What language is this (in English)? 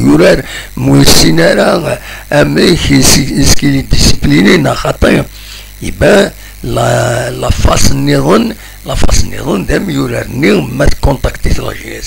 Kabyle